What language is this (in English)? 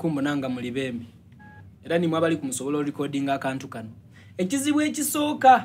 Soga